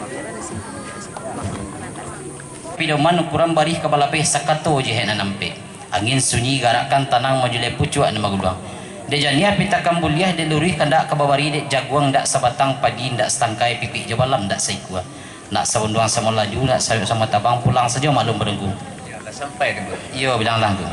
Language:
Minangkabau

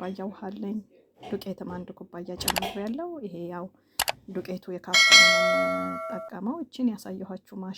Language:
Amharic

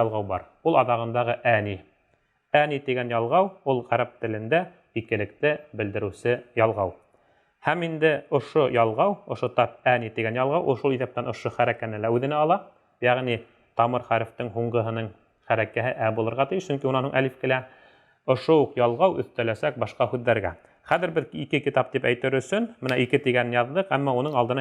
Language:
Bashkir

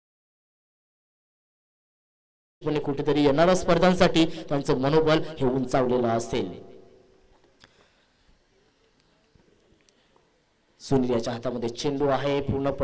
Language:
Marathi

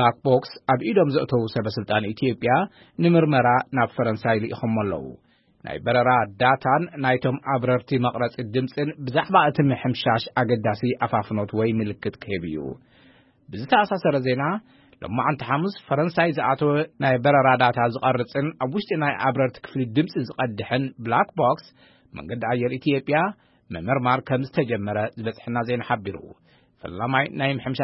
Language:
Tigrinya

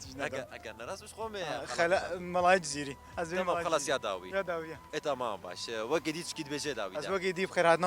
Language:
Kurdish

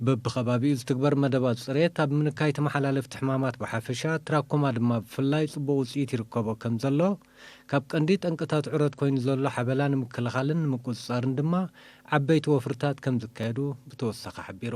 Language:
Tigrinya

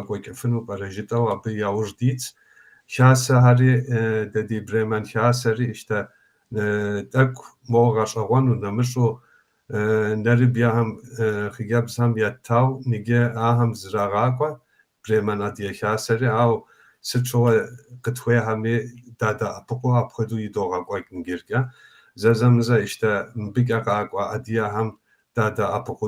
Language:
Kabardian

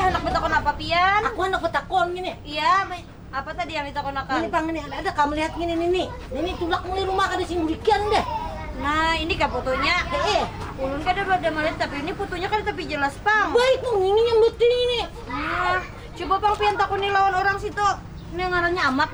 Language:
Banjar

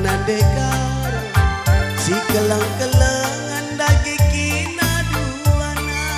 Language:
Batak Karo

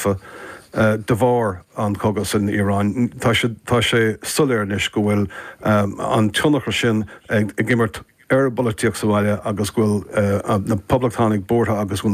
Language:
Irish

